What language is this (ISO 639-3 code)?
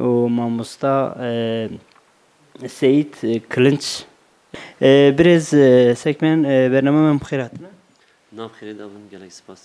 kur